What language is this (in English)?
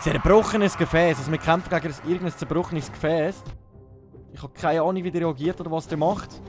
Swiss German